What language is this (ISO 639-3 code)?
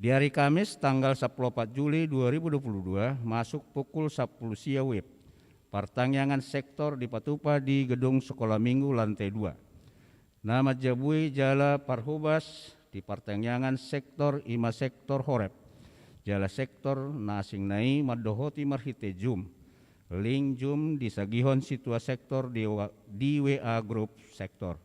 bbc